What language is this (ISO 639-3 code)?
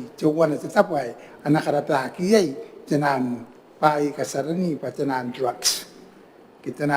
gil